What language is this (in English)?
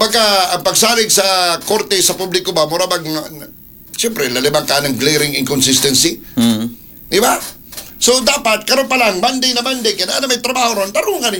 Cebuano